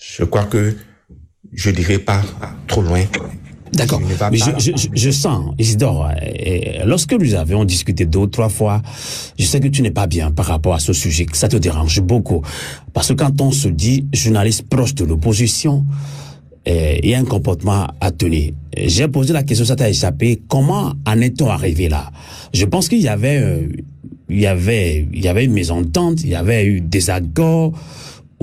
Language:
French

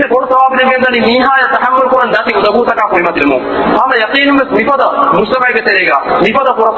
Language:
Divehi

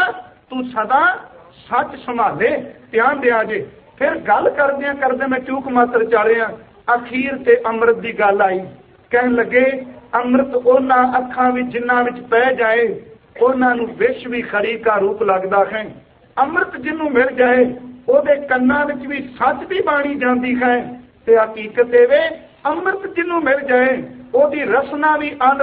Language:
Punjabi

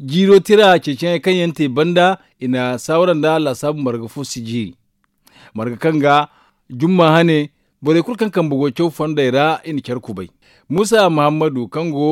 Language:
Zarma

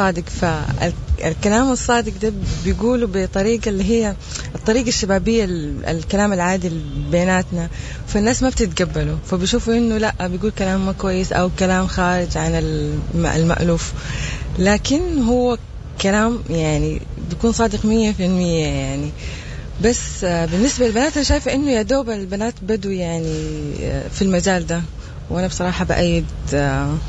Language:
Sudanese Arabic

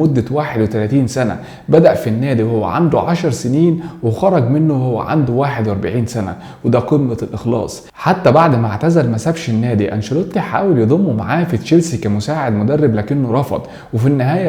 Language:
Egyptian Arabic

